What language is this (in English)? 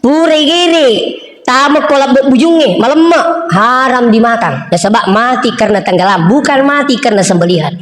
Buginese